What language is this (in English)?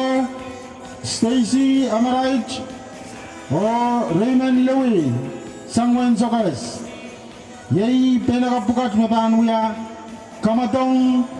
Pohnpeian